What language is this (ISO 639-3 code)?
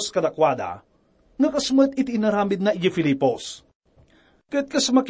ilo